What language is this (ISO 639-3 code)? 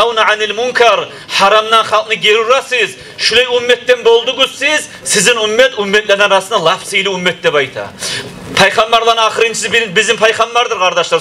kum